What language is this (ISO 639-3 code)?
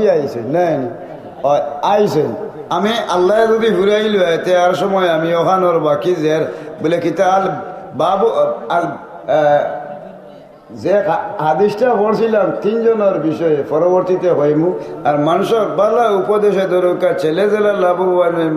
syl